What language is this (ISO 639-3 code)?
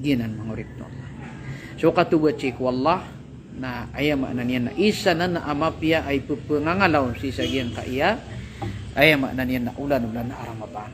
mrw